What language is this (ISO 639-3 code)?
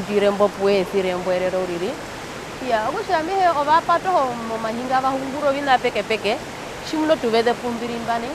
her